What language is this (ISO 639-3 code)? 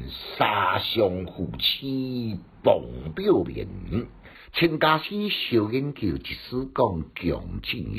nan